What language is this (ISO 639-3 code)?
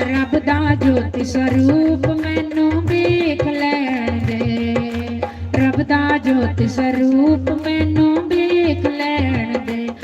doi